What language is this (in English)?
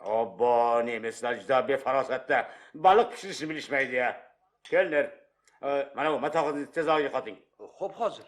Uzbek